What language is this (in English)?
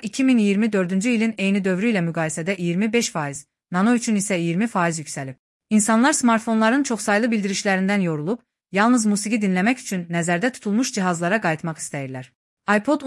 Azerbaijani